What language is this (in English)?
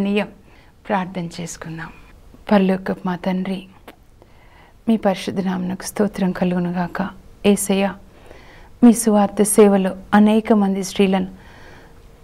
Telugu